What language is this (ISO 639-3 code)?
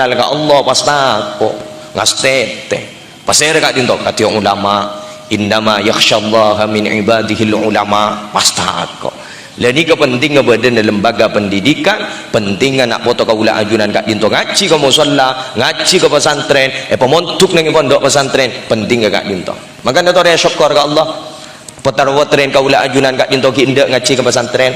mad